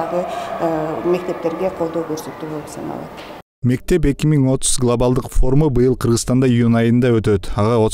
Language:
Kyrgyz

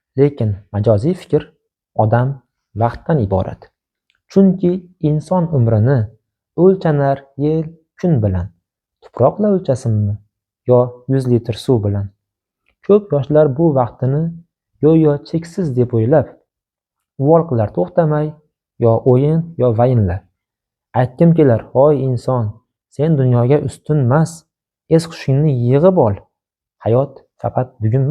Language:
Uzbek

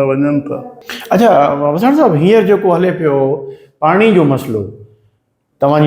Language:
Sindhi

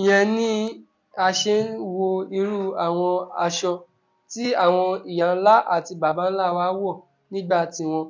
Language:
Yoruba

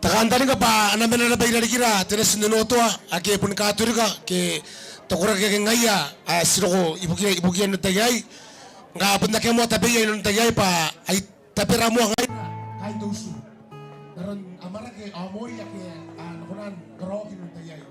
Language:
Gilbertese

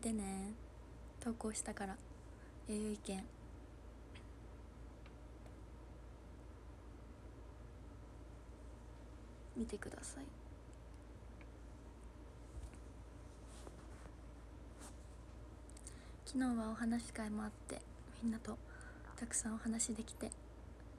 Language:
Japanese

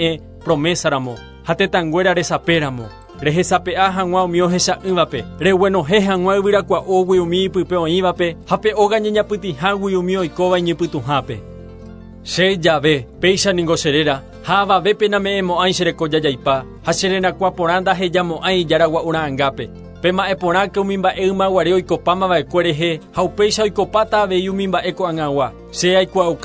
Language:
Guarani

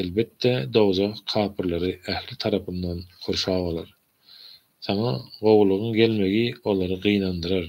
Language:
Turkmen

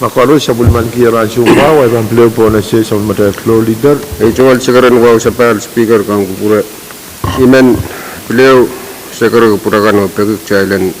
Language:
Pohnpeian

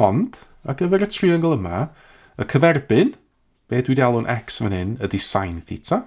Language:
Welsh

